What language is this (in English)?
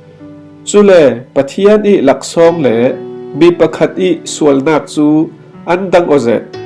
Falam Chin